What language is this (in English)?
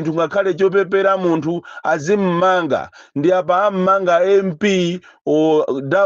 Nyanja